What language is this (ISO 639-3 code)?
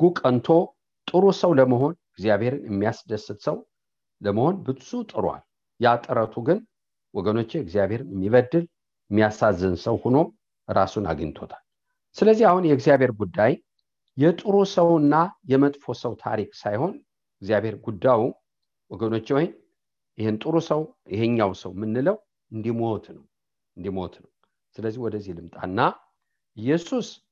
amh